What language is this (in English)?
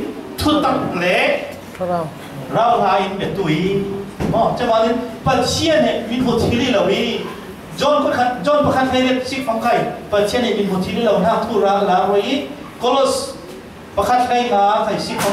Falam Chin